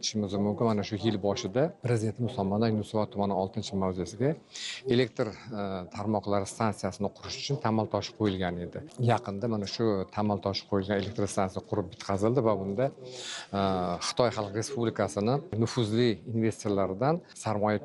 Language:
Uzbek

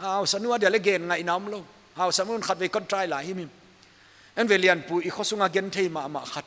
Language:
Paite Chin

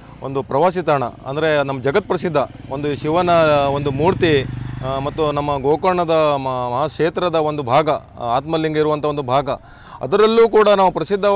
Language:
Kannada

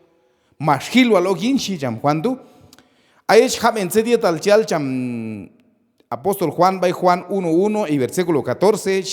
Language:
Q'anjob'al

